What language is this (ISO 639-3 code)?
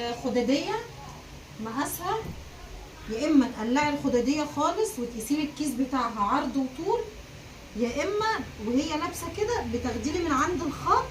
arz